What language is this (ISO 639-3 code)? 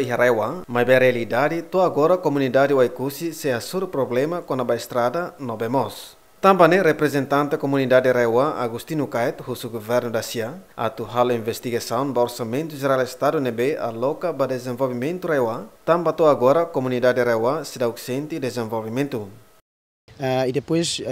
tet